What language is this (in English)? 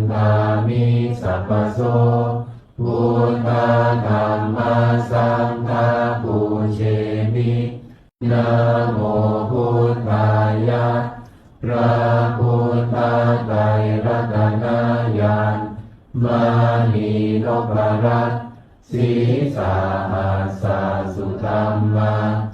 Pali